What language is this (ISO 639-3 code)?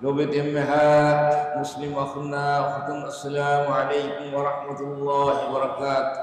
div